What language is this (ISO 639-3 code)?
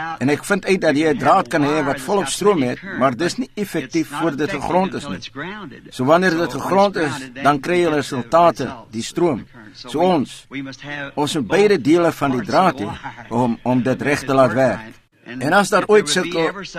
afr